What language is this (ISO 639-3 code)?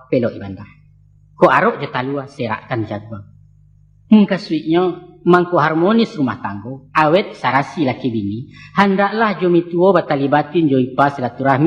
min